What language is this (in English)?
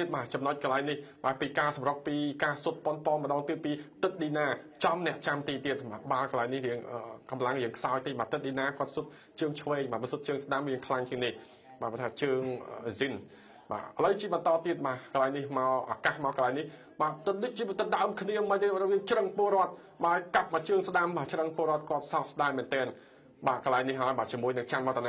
Khmer